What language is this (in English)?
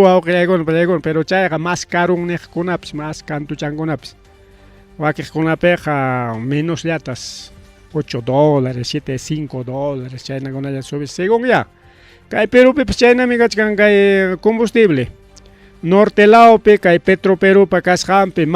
Ayacucho Quechua